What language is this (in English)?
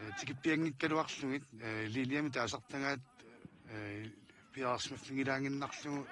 Kalaallisut